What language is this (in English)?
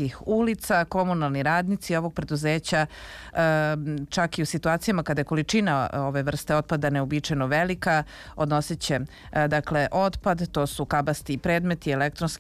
Serbian